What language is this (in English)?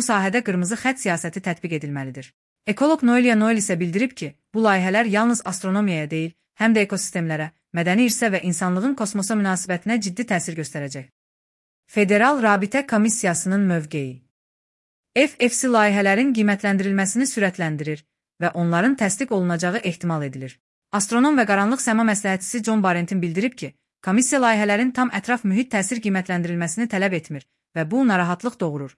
Azerbaijani